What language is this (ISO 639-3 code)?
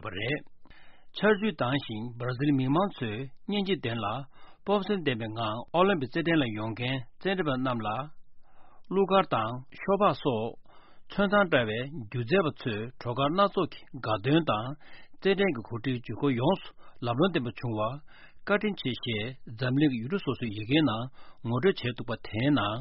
bod